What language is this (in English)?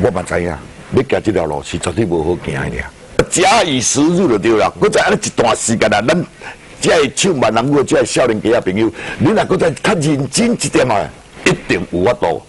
Min Nan Chinese